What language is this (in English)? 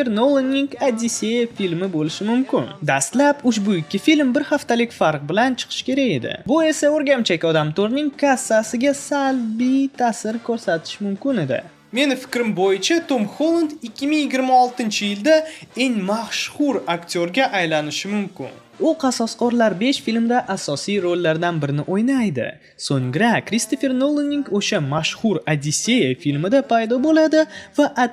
Uzbek